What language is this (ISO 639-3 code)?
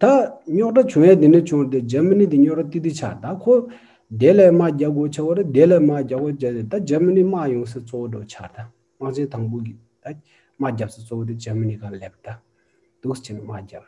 bod